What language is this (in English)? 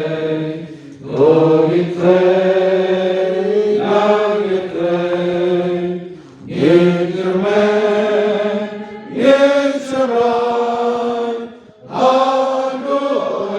Khasi